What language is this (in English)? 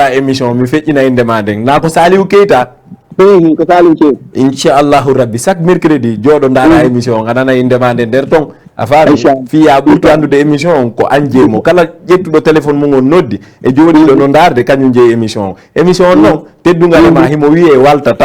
Fula